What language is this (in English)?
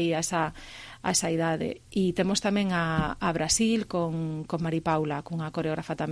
Galician